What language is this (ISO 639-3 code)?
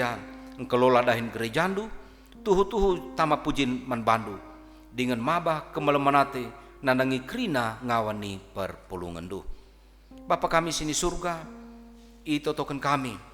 btx